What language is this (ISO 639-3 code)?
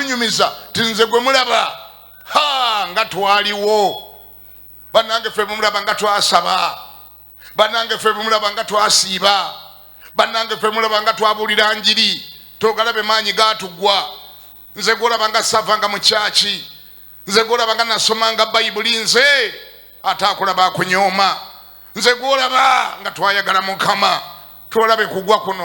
lug